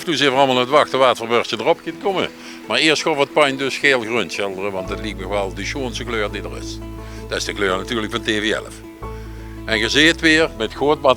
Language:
Limburgish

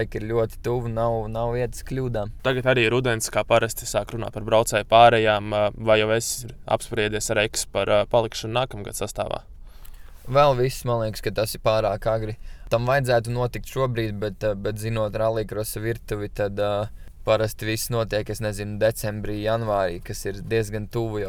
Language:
Latvian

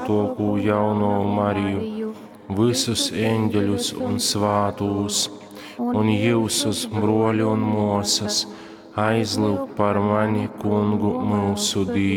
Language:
Latgalian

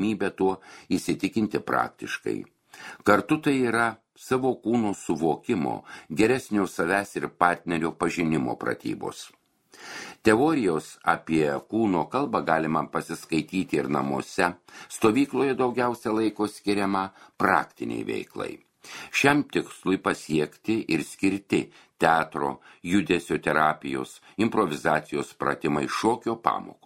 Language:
Lithuanian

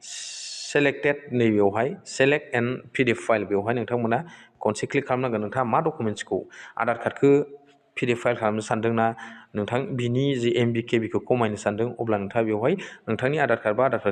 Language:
Bodo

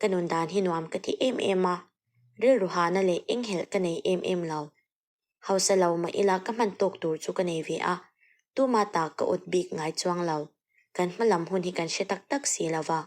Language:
Mizo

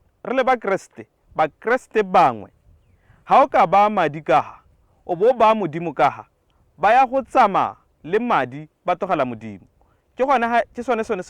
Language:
Tswana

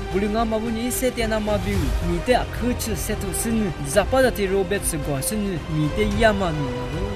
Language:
Lisu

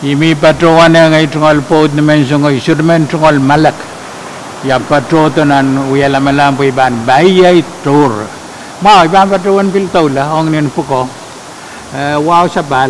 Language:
Pohnpeian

